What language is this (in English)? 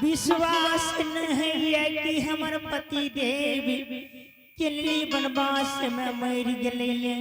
Angika